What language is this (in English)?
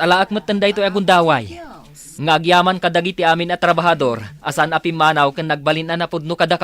Iloko